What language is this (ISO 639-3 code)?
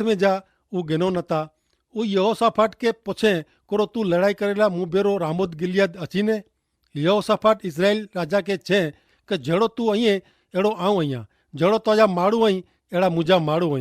kfr